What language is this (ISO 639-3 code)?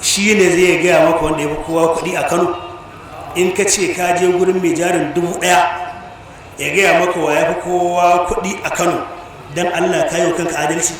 hau